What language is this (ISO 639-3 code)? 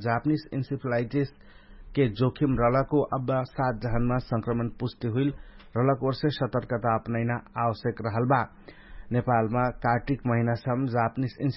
thl